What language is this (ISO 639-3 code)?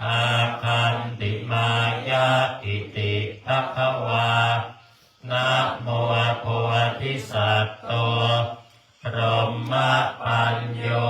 pli